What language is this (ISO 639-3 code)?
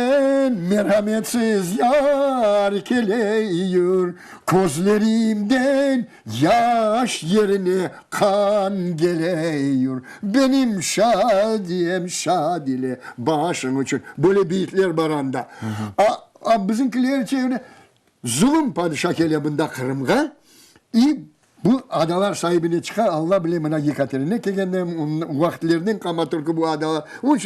crh